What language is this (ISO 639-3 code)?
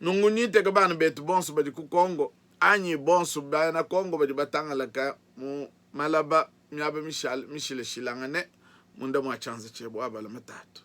lua